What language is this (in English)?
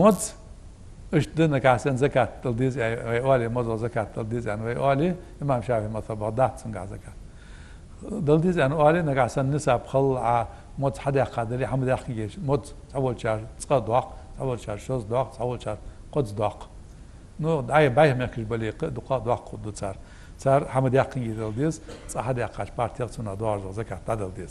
Ingush